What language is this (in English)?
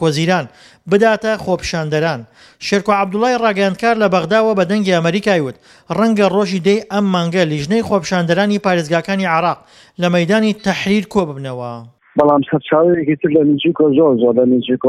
Central Kurdish